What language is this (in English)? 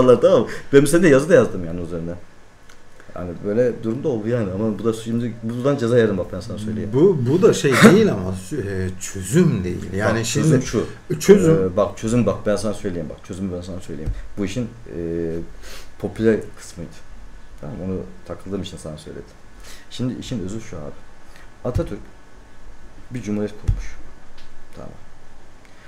Turkish